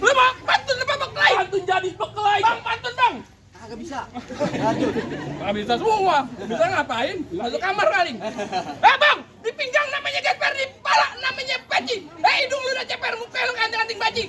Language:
Betawi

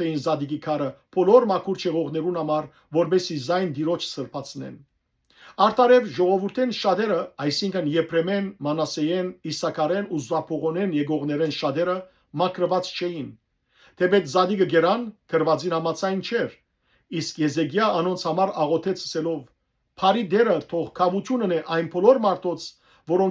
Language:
Western Armenian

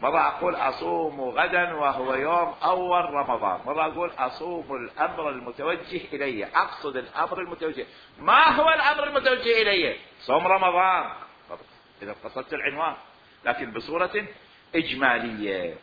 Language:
Mesopotamian Arabic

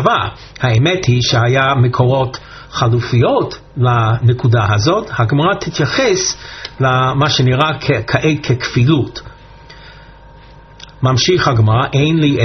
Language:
Hebrew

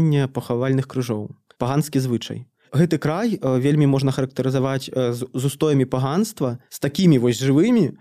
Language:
Belarusian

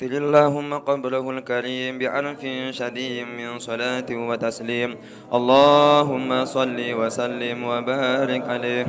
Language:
Javanese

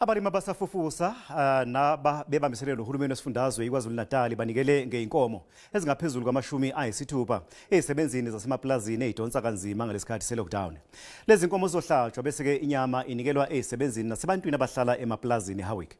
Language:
Zulu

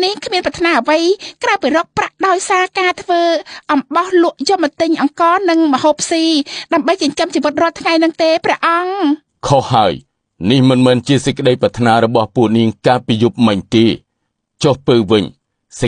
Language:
Khmer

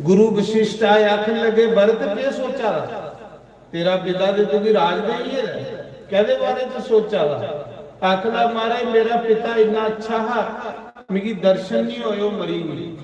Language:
Dogri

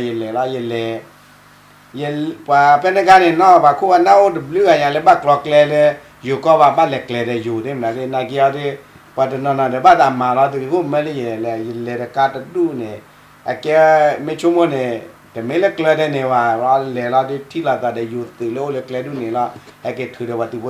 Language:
S'gaw Karen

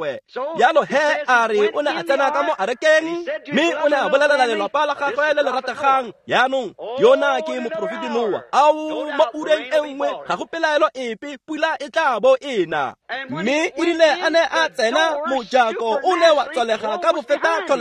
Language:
Tswana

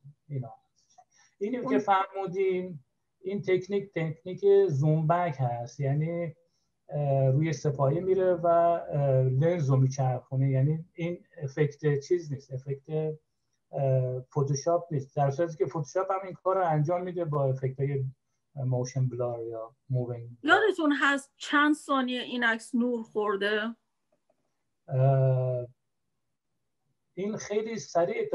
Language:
Persian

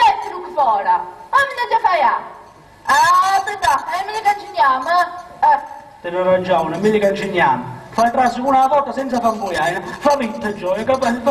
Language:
Sicilian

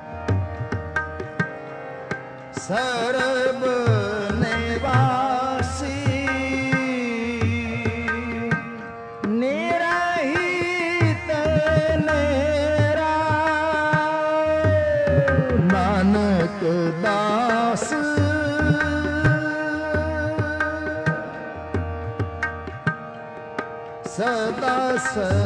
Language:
Punjabi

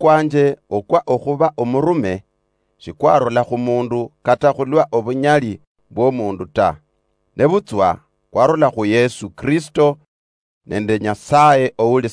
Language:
Luyia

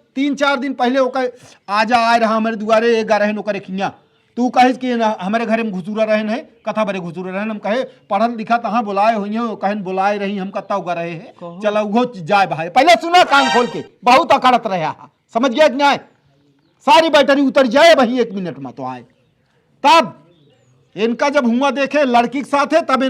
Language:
Awadhi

